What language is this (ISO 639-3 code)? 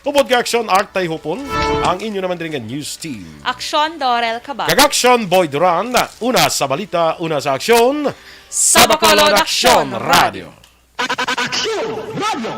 hil